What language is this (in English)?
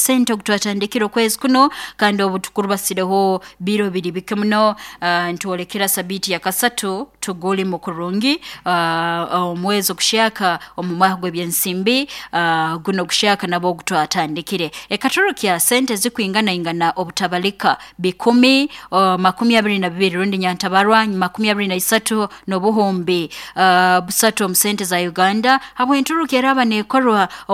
Nyankole